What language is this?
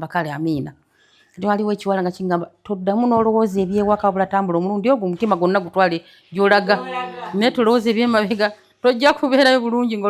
Ganda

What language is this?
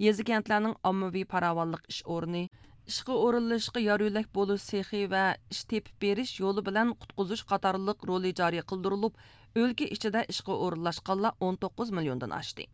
Uyghur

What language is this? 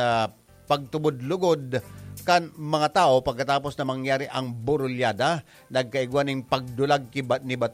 Bikol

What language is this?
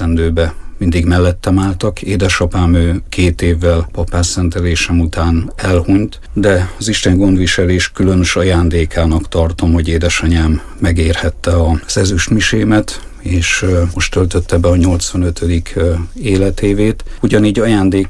Hungarian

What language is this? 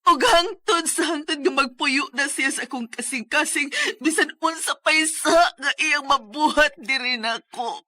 Cebuano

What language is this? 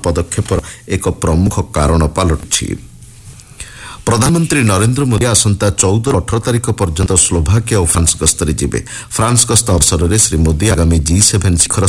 Odia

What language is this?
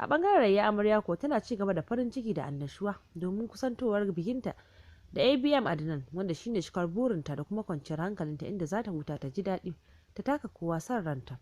Hausa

